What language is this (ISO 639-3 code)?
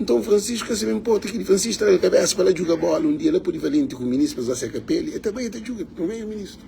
kea